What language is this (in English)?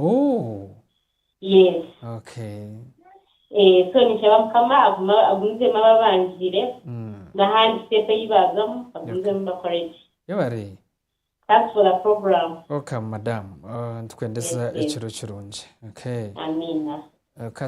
Nyankole